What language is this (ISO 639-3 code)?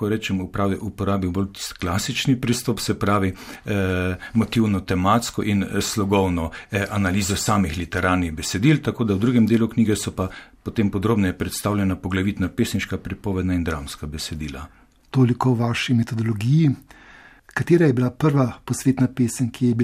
slv